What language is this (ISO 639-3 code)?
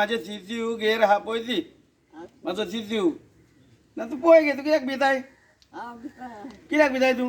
kok